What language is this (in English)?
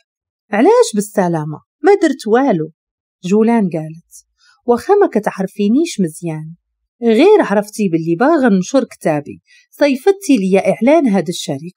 Moroccan Arabic